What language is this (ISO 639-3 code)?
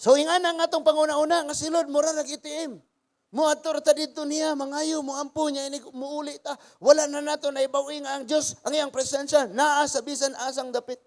ceb